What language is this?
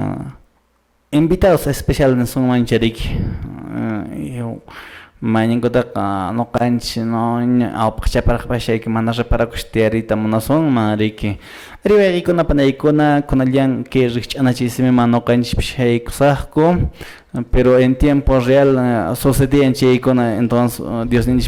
Quechua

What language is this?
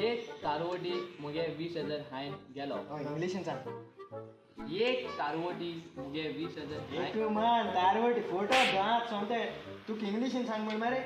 Konkani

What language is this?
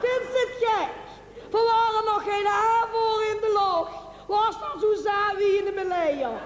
Limburgish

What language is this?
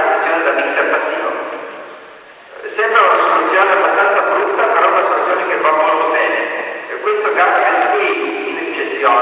Italian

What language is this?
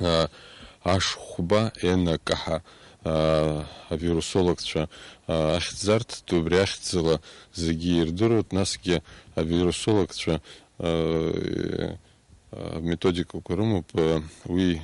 Abkhazian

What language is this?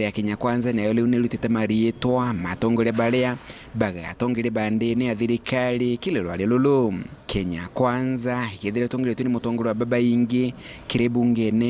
Meru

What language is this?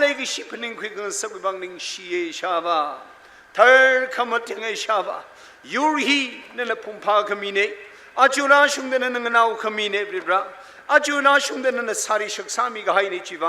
Tangkhul Naga (India)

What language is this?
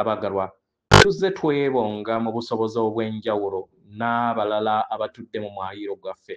Ganda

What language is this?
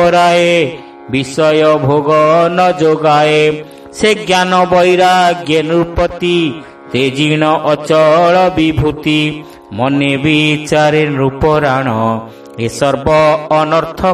Odia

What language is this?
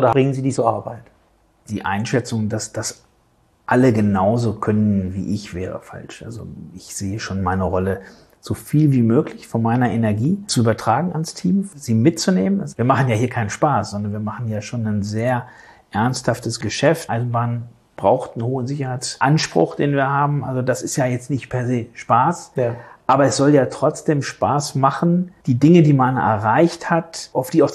German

